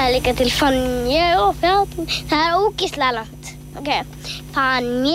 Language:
Icelandic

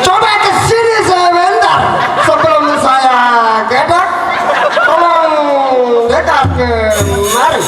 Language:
Sasak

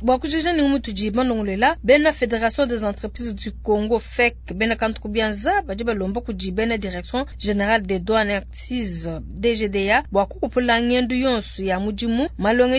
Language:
Luba-Lulua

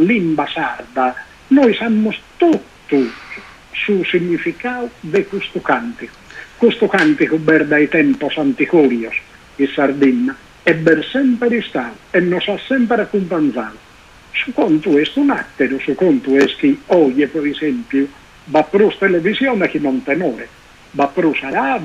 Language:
Sardinian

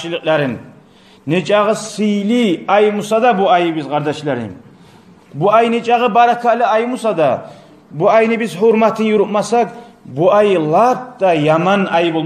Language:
Kumyk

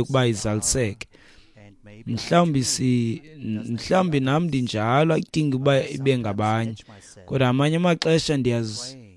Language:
Xhosa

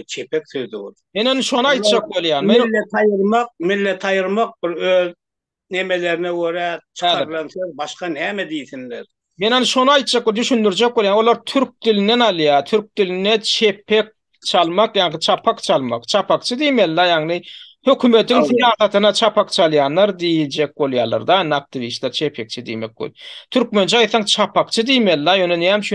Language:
Turkmen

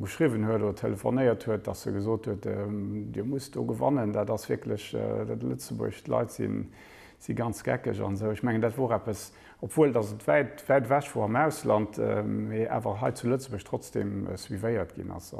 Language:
Luxembourgish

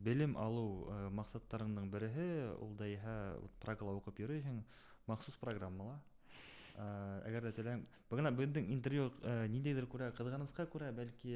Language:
Bashkir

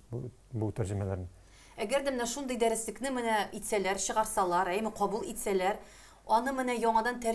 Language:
Tatar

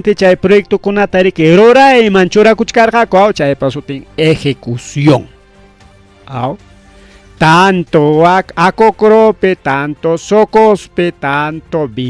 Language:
Ayacucho Quechua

